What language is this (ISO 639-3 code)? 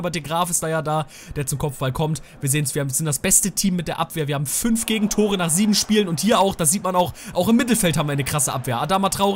deu